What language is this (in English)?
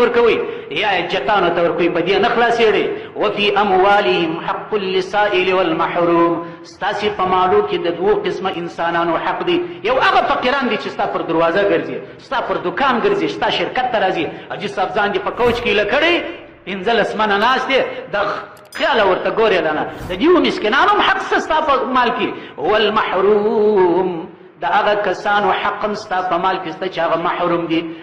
Pashto